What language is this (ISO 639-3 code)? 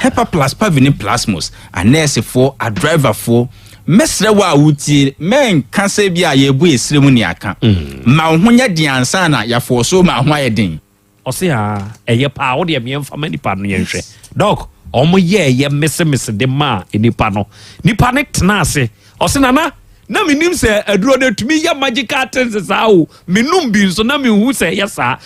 aka